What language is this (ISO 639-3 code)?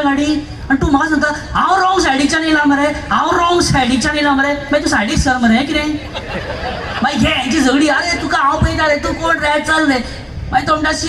kok